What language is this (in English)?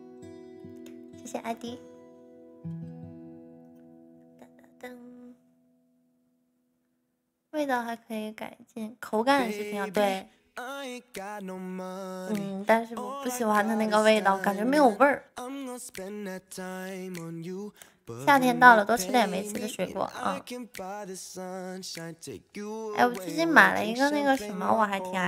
Chinese